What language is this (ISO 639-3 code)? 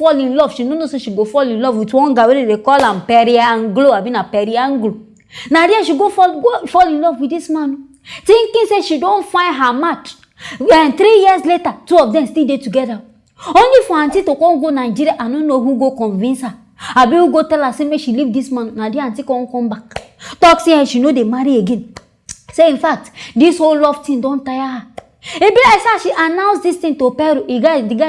pcm